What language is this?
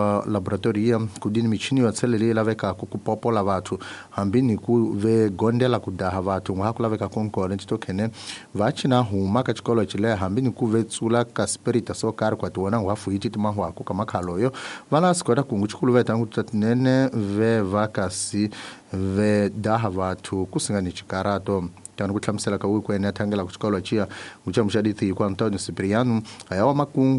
Tsonga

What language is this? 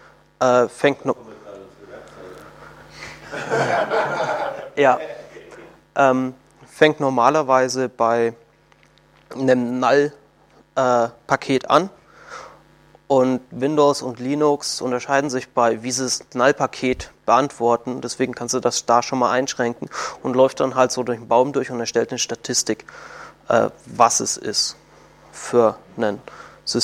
German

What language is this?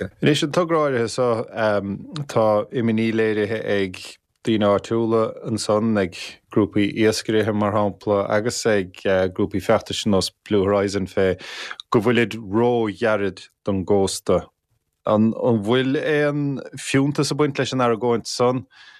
Irish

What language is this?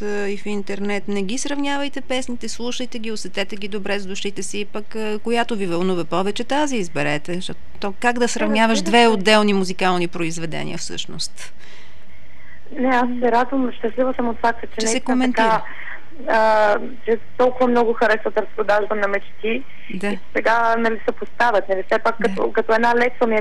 Bulgarian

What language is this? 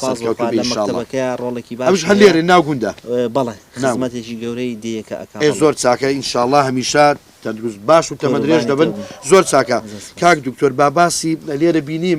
Central Kurdish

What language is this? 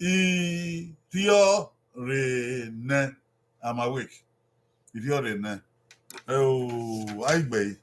Bini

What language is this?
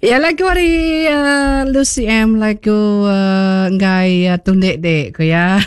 Iban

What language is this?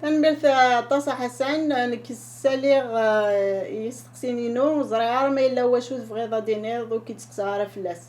Kabyle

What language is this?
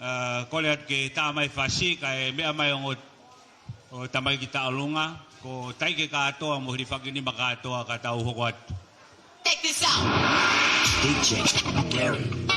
Tongan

